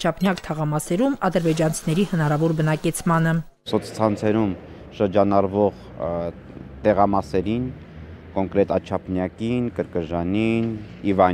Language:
Armenian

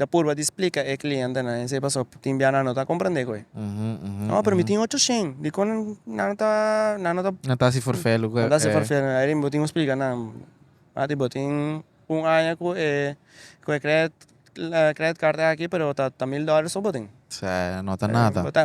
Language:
Papiamento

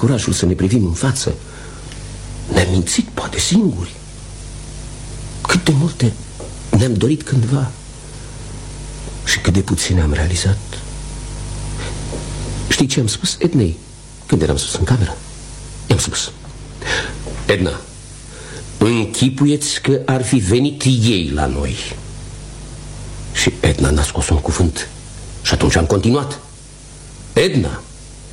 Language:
Romanian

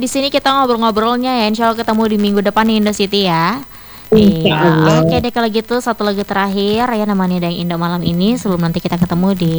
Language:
Indonesian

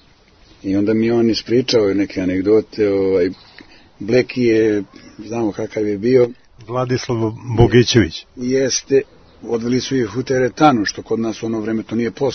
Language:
Serbian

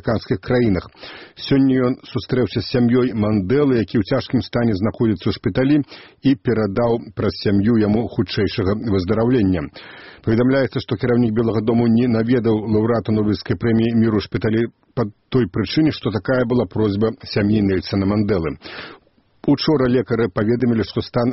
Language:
Belarusian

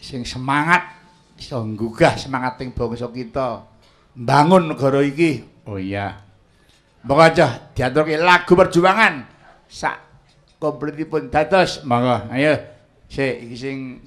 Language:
Javanese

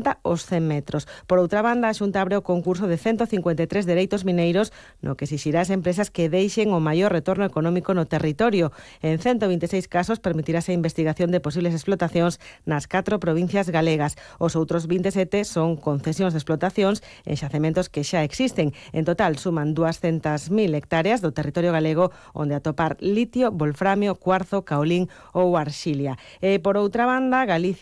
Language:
Galician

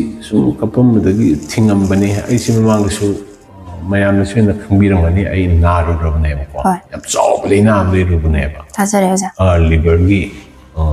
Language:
Manipuri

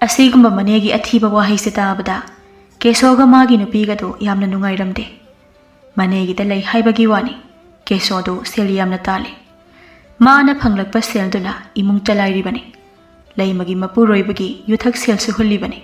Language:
Manipuri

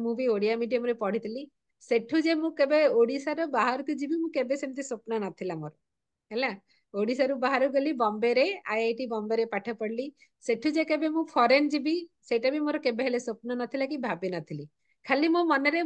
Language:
Odia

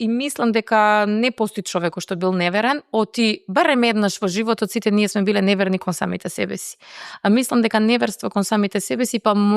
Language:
Macedonian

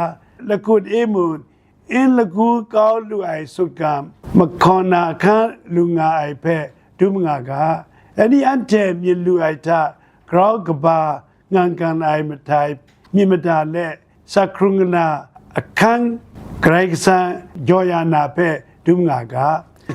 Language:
Kachin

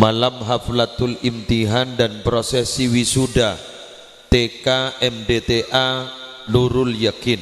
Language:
Madurese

